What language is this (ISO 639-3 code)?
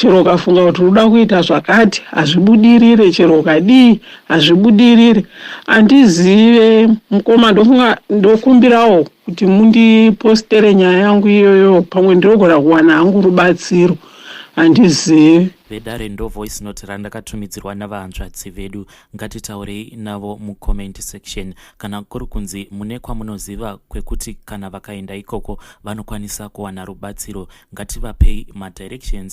sna